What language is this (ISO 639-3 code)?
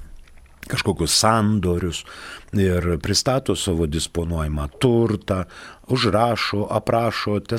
lit